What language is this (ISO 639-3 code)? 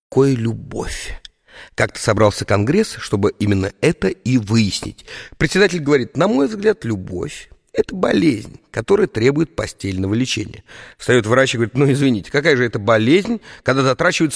rus